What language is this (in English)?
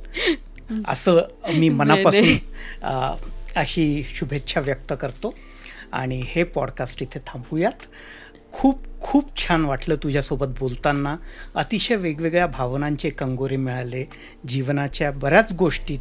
Marathi